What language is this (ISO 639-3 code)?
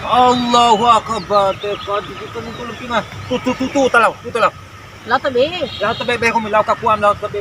bhp